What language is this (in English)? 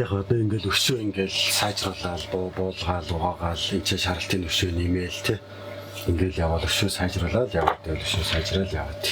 Mongolian